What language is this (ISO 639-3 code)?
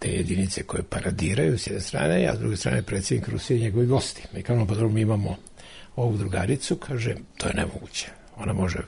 srp